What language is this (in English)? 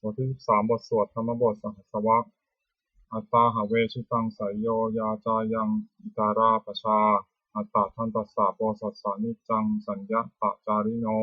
Pali